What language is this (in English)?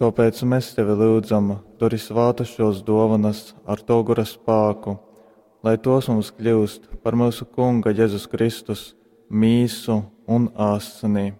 Latgalian